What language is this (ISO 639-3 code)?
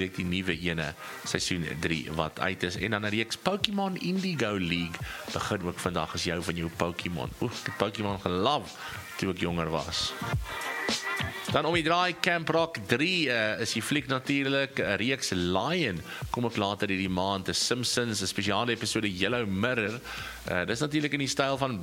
afr